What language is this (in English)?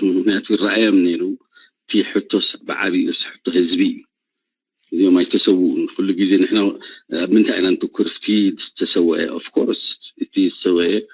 Tigrinya